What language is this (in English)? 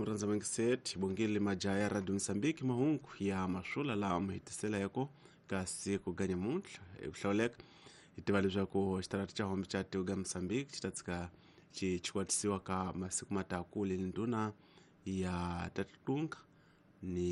Tsonga